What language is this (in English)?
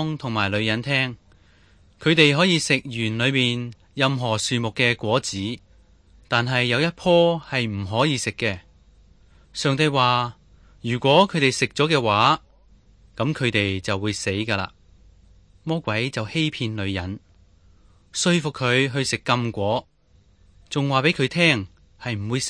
Cantonese